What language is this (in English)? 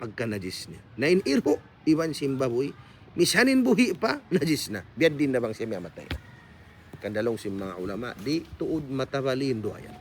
Tausug